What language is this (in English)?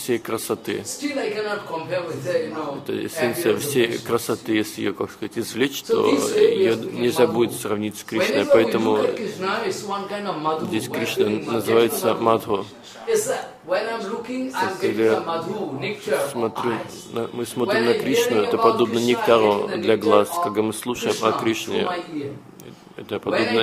Russian